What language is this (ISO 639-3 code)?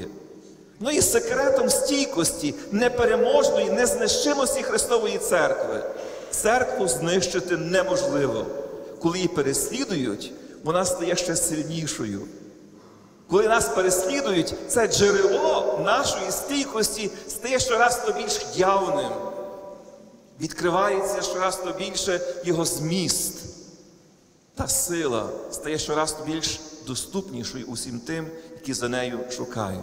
ukr